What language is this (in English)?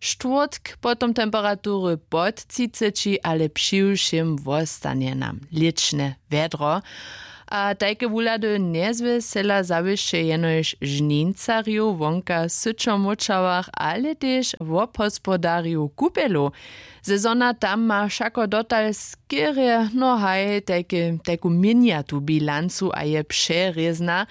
Upper Sorbian